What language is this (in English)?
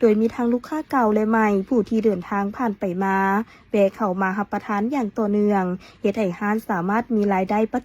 Lao